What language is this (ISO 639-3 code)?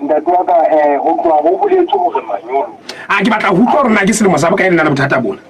sot